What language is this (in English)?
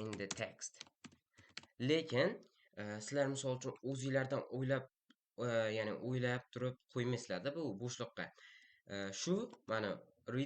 Uzbek